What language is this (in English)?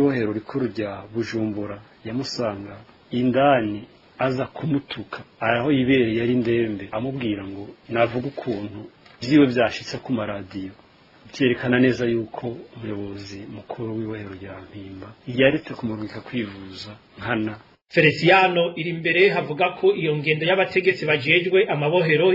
Rundi